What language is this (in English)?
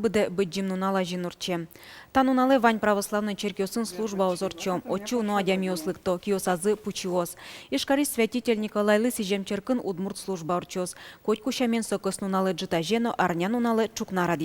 Udmurt